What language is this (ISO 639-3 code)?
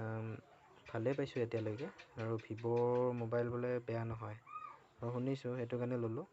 asm